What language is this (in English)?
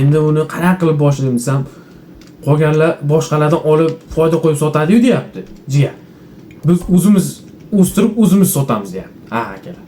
Uzbek